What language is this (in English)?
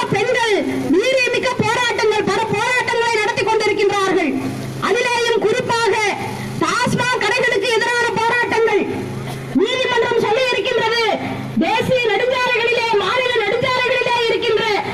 Tamil